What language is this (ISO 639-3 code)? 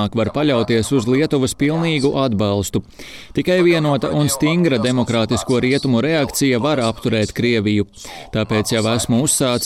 lav